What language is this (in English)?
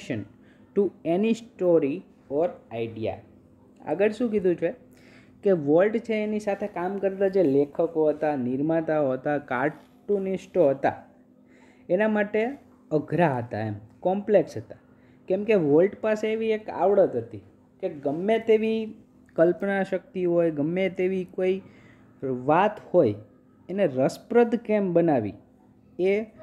Gujarati